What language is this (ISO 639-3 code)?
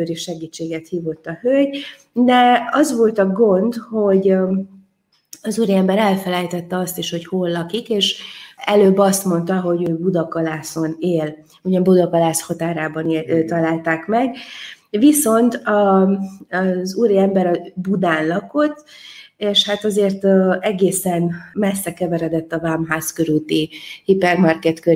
hun